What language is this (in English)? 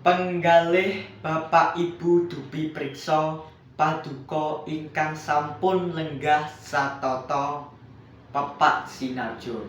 Javanese